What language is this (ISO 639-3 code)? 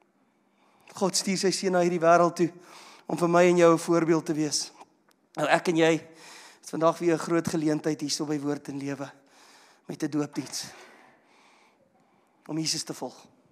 afr